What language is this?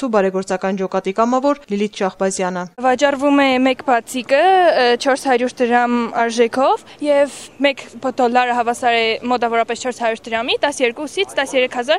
Armenian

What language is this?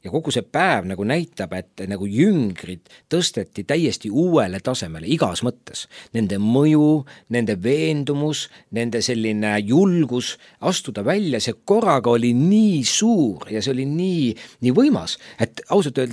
Estonian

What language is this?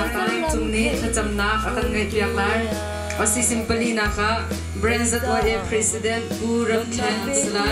Hakha Chin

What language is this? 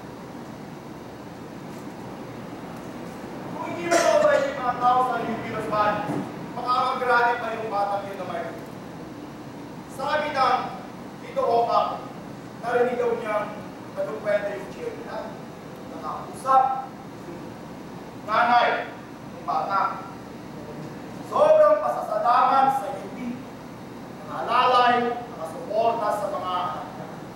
Filipino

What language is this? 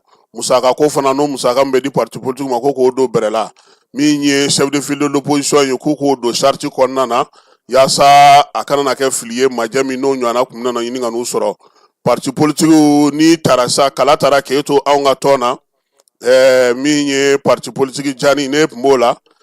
Bambara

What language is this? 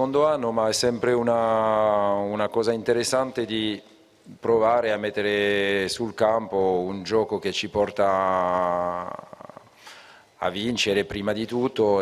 Italian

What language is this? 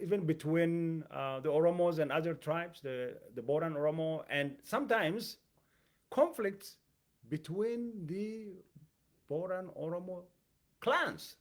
English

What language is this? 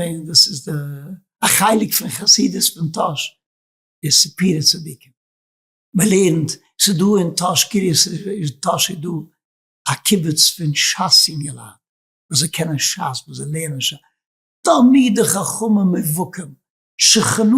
Yiddish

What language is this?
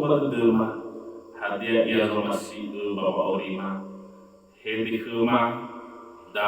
Nias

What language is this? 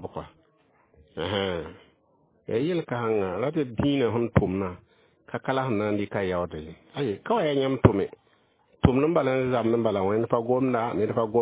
Mossi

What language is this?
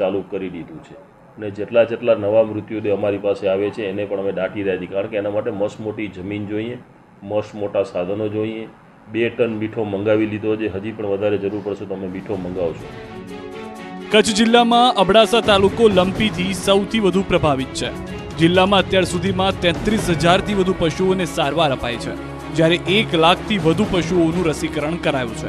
Gujarati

